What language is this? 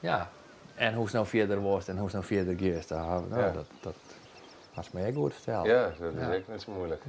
Western Frisian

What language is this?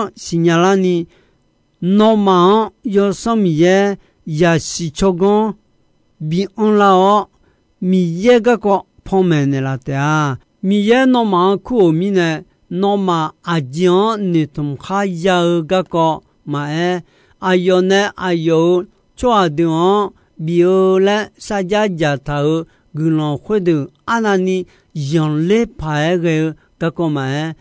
Akha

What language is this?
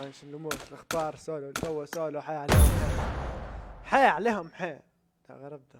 Libyan Arabic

